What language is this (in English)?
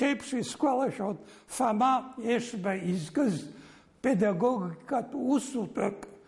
Abkhazian